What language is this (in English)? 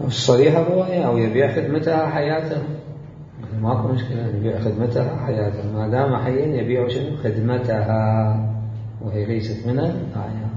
Mesopotamian Arabic